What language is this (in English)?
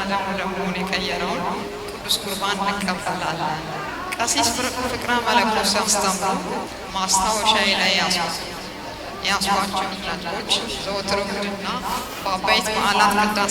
Amharic